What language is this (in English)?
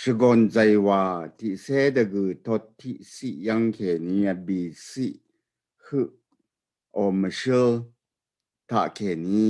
Rawang